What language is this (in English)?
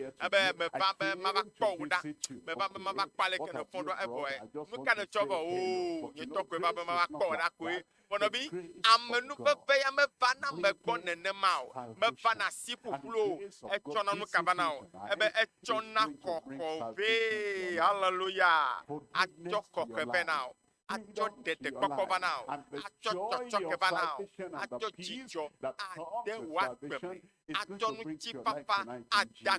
Ewe